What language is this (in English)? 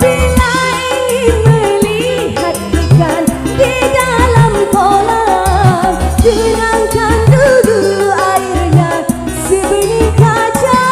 Banjar